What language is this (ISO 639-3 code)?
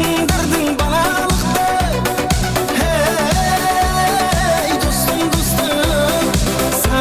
kaa